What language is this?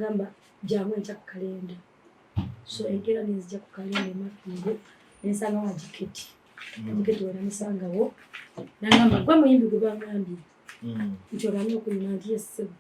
Ganda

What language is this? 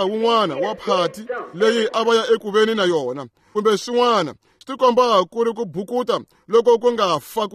Tsonga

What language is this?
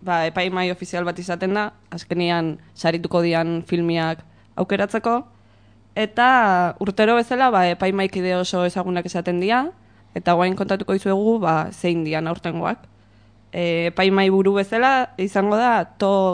Basque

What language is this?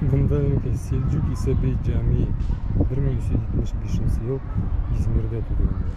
Bashkir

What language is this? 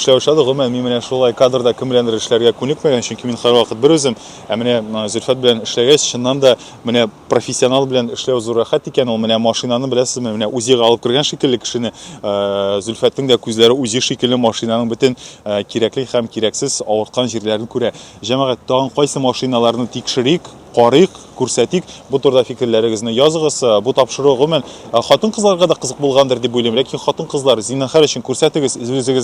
Tatar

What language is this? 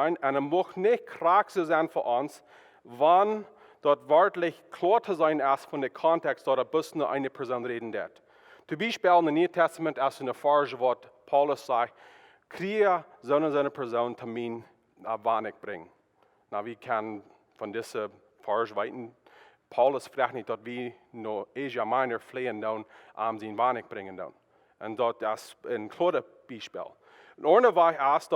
Plautdietsch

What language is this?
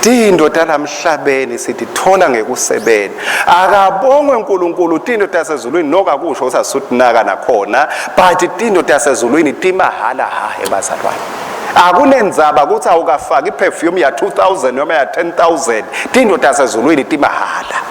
Swati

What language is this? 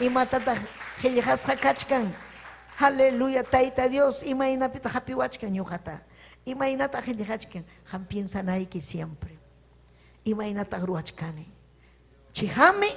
Ayacucho Quechua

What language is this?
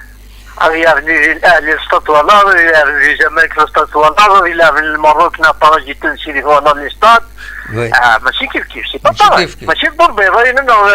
Kabyle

